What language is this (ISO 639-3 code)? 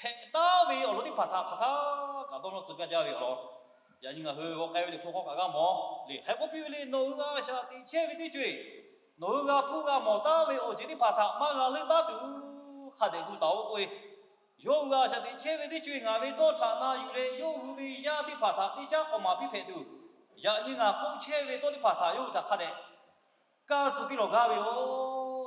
lhu